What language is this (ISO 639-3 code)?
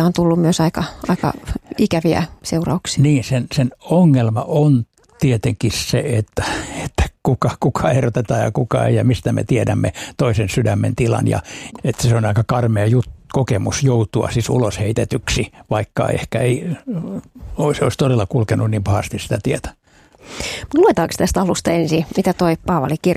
fin